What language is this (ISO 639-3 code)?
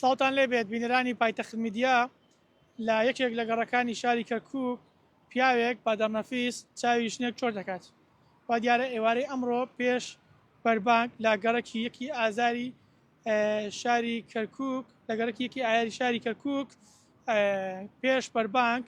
ckb